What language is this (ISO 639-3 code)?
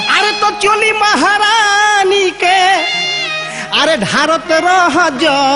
bho